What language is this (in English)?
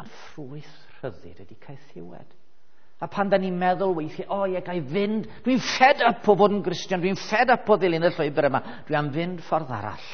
Welsh